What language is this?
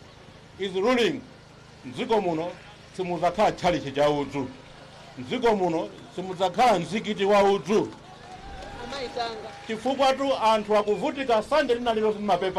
Nyanja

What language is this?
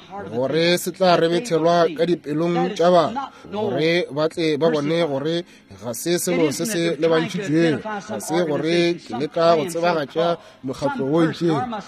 Northern Sotho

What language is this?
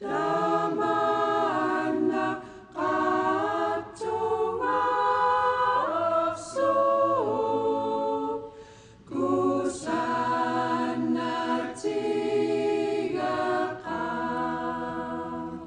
Kalaallisut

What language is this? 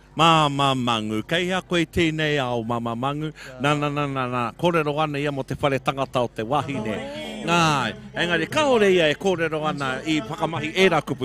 Māori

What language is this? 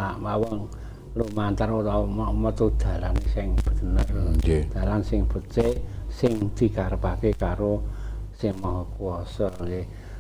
Javanese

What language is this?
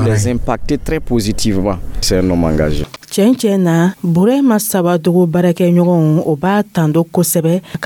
Dyula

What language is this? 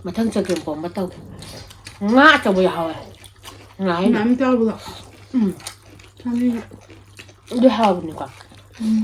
Manipuri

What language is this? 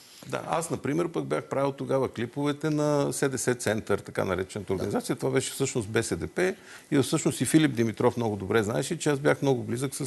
Bulgarian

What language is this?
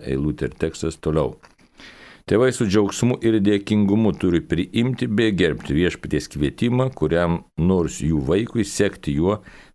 Lithuanian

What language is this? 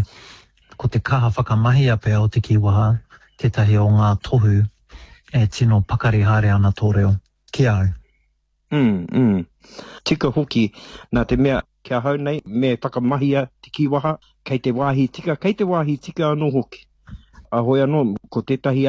Māori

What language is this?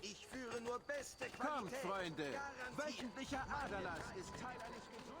Bavarian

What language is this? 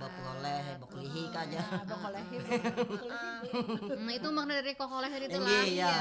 Banjar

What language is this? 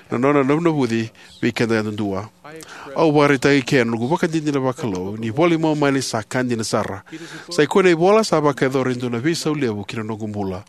Fijian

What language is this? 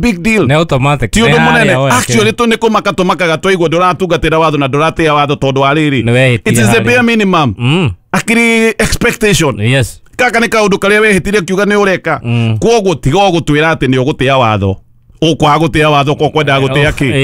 Kikuyu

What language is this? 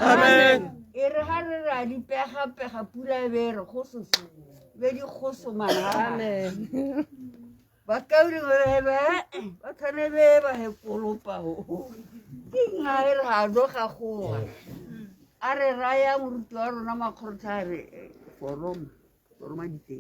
Tswana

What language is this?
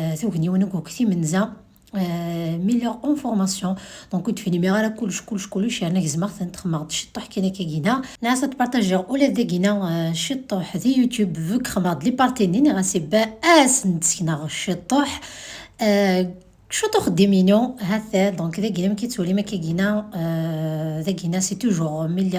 Kabyle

